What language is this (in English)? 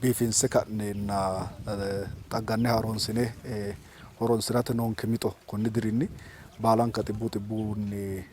Sidamo